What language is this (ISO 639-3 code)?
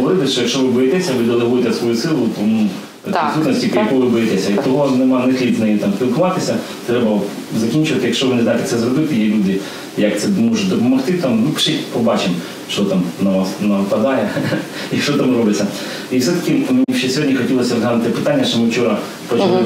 ukr